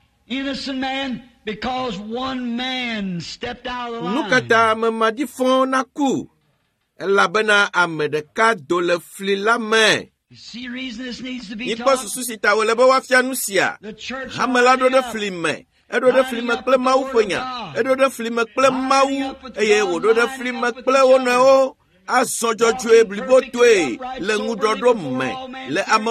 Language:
Ewe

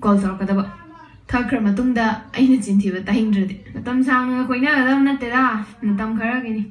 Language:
Manipuri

